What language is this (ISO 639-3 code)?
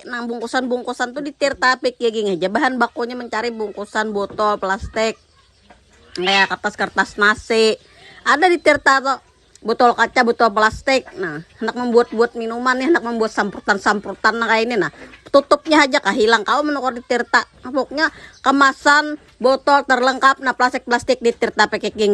bjn